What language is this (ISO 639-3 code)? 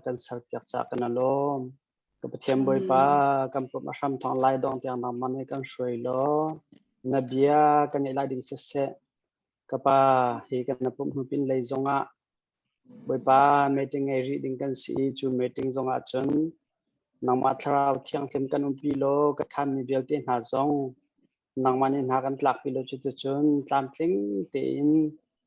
cnh